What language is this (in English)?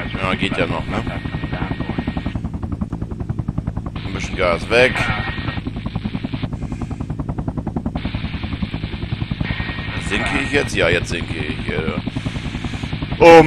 German